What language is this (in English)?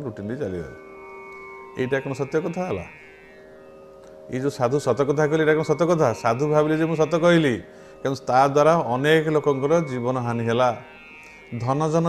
Odia